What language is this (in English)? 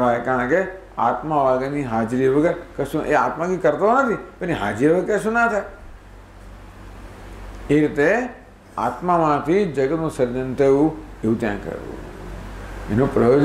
Gujarati